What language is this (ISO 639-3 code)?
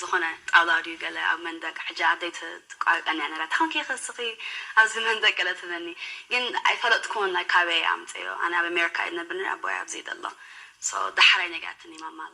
tir